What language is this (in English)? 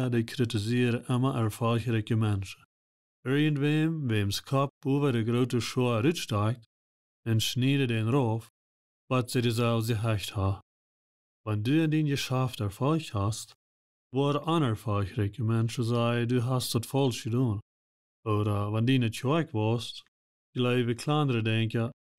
Plautdietsch